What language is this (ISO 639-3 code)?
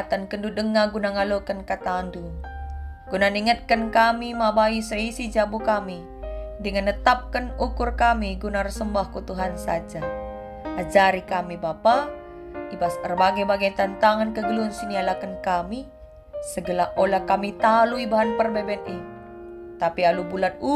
btx